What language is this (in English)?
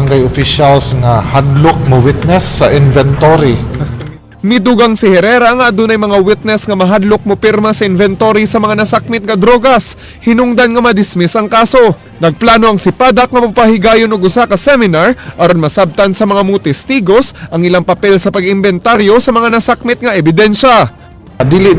Cebuano